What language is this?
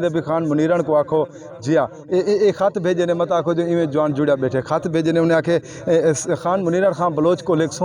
Saraiki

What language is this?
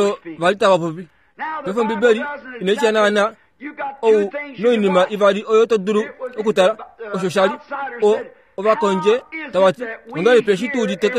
Kuanyama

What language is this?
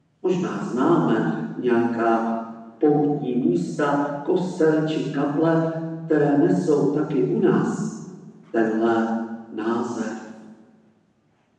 Czech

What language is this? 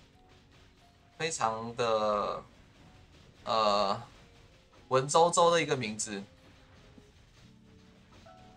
Chinese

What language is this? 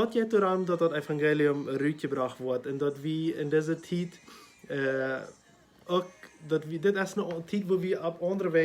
Plautdietsch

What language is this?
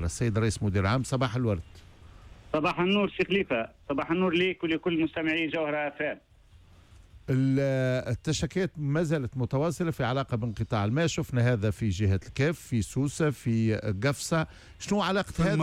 Tunisian Arabic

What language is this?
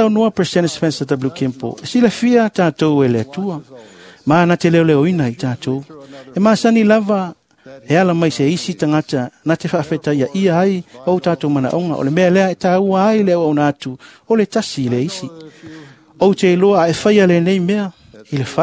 Samoan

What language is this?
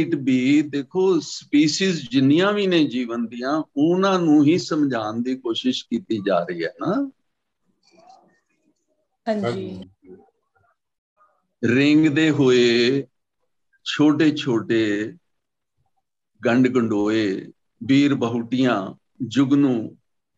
Punjabi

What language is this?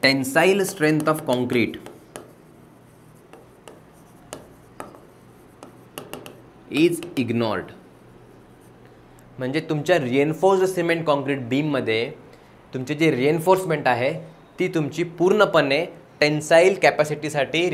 Marathi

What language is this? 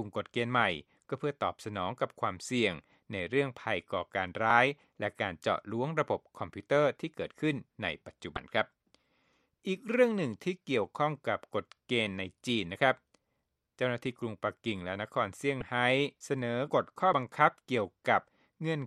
Thai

